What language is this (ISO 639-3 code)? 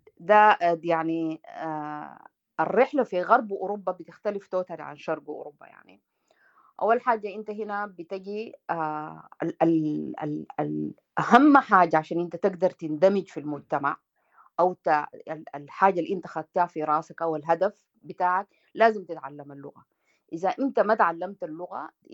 apd